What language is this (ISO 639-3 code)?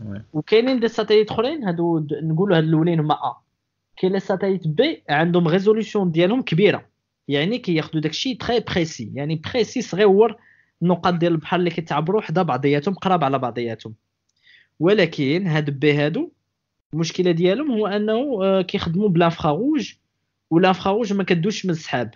ary